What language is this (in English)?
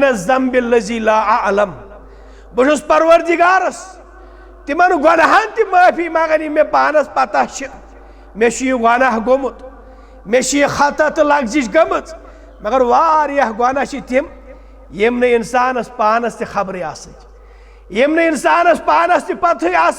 Kashmiri